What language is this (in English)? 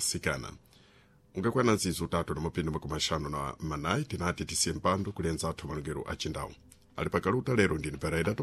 Sena